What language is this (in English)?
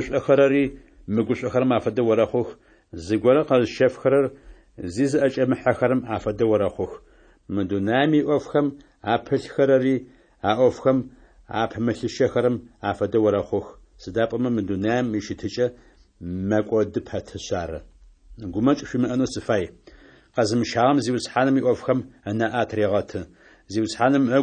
Adyghe